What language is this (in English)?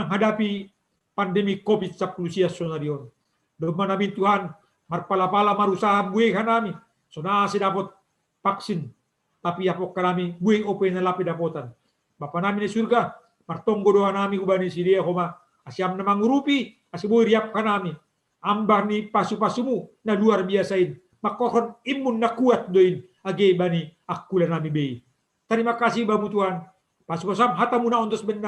Batak Simalungun